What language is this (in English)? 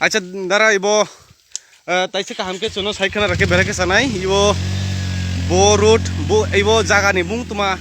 Kok Borok